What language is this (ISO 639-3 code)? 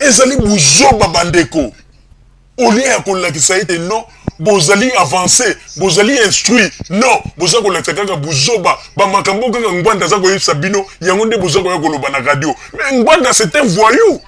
lin